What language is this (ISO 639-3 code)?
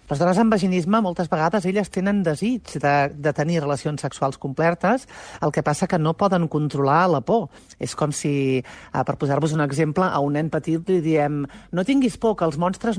cat